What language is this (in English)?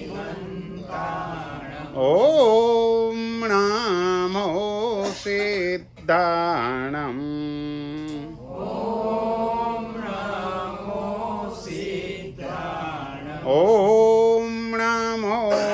Gujarati